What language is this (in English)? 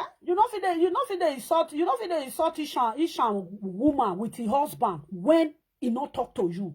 Nigerian Pidgin